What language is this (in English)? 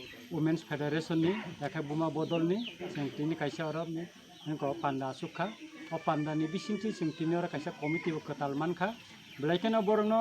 Kok Borok